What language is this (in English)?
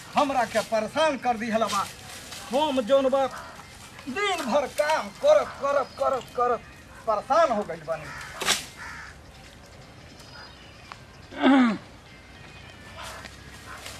Bhojpuri